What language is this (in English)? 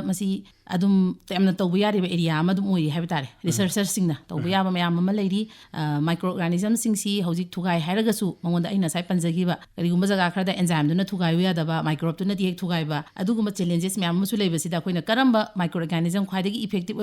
Manipuri